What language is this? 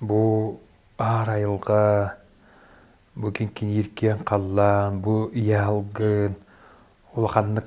Yakut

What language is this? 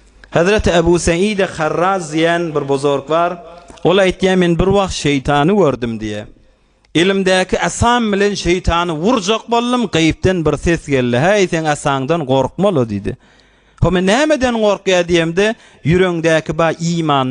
Turkmen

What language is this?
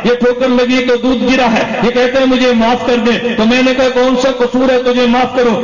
Urdu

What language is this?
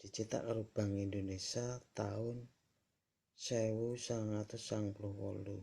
Javanese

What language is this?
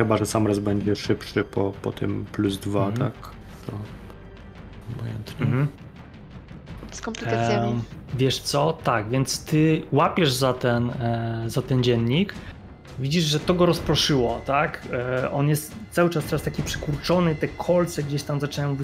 Polish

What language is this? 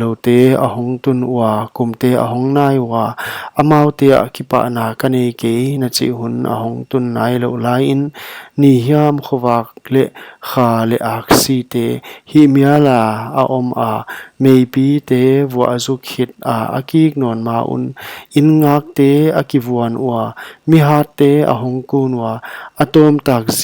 Paite Chin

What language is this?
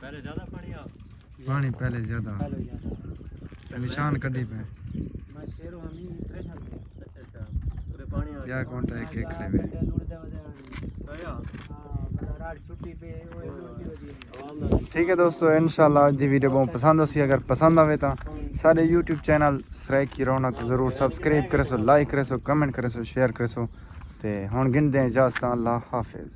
Saraiki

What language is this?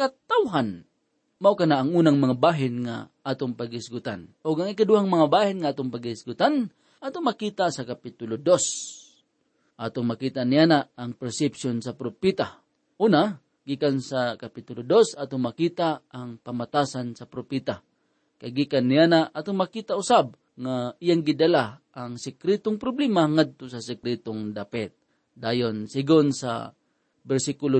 Cebuano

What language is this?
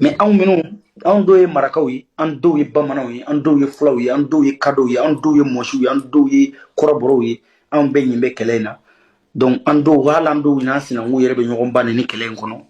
Bambara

